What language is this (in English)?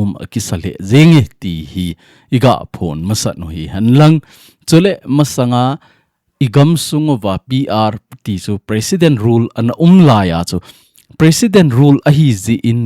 Thado Chin